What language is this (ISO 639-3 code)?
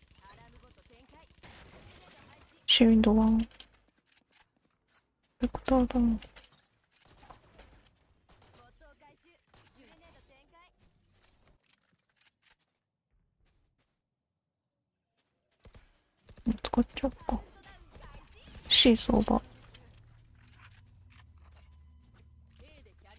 jpn